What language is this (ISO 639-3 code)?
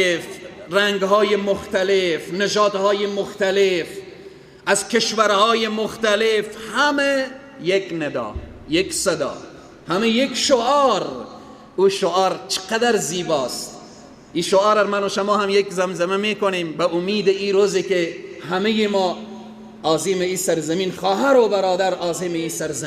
fas